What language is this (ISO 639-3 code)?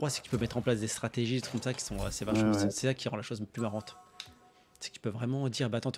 fra